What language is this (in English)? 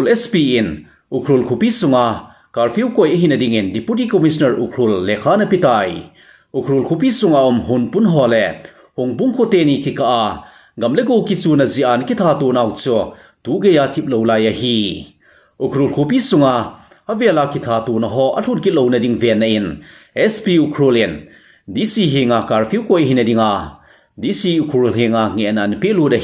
Thado Chin